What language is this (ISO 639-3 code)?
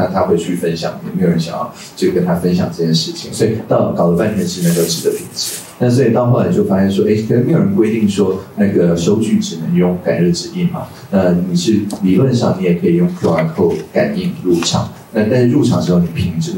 zho